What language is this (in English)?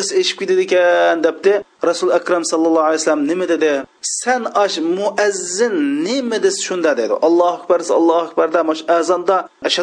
Uyghur